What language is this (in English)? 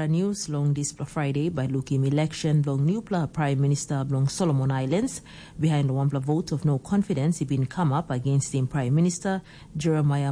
Tok Pisin